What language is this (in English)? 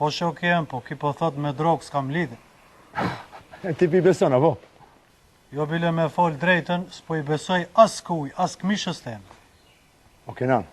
Albanian